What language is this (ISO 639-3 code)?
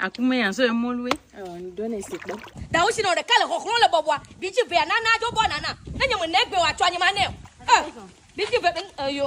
ewe